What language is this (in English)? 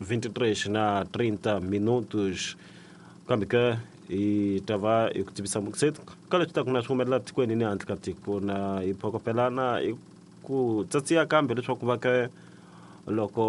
Tsonga